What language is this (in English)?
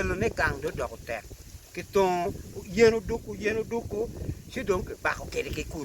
Acoli